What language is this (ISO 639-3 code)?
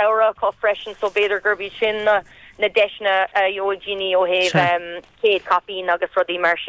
gle